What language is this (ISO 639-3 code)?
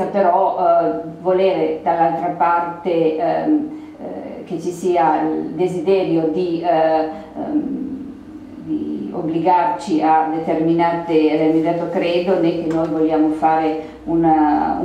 ita